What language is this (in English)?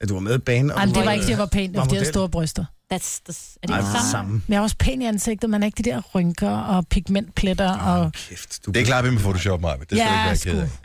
Danish